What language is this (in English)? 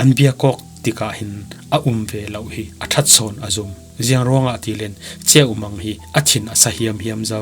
Falam Chin